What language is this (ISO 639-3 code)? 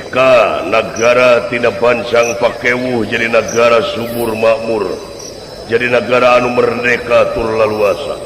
sun